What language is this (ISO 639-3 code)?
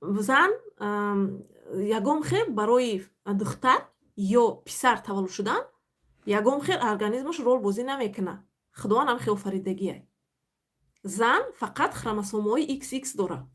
tgk